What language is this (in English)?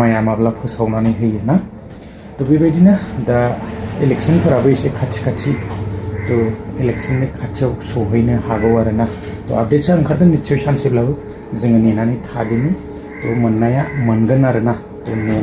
Bodo